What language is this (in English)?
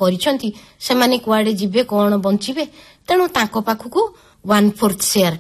Odia